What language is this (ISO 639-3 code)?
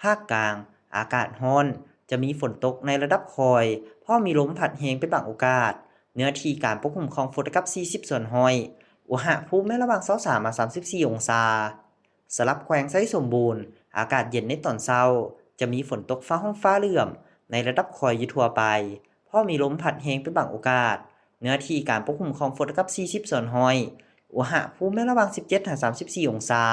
lao